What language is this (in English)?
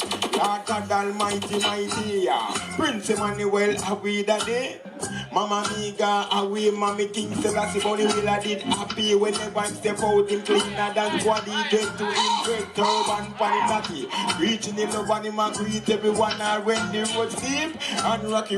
Jamaican Creole English